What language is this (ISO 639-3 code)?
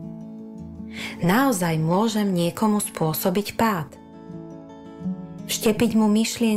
slk